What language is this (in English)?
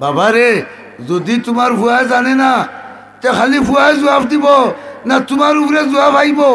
Sylheti